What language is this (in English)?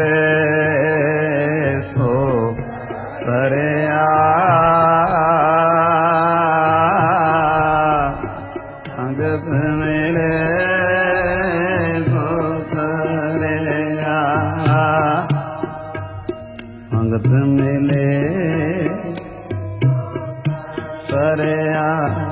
Punjabi